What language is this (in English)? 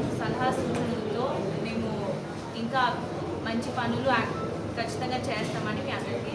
Telugu